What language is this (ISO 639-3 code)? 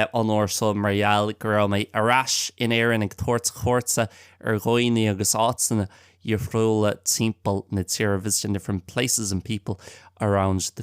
gle